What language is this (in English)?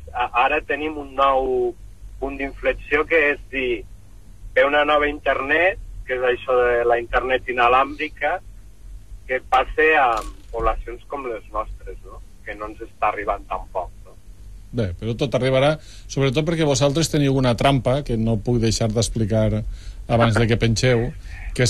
Catalan